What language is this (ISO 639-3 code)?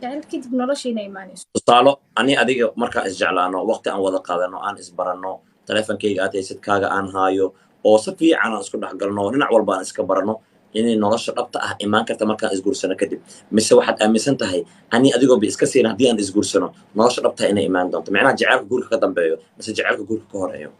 som